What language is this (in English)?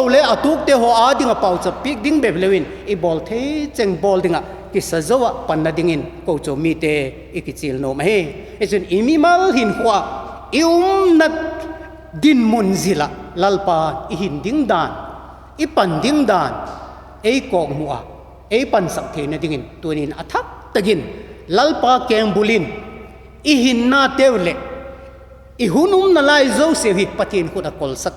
Vaiphei